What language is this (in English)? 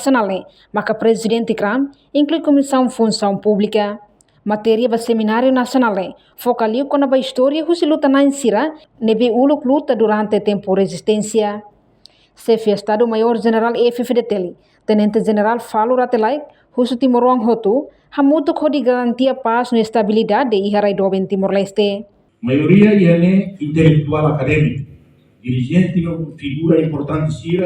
Tetum